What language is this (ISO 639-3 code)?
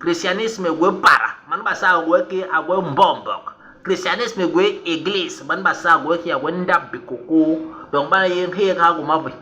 bas